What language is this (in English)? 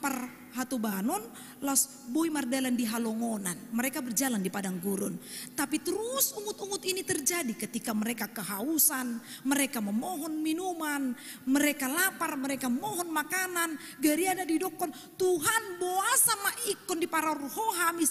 Batak Toba